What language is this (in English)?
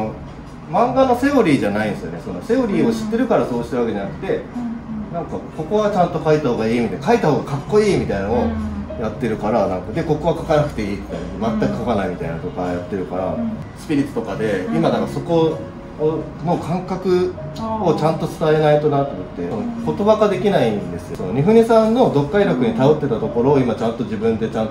Japanese